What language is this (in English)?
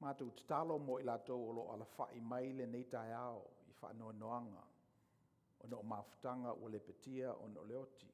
Samoan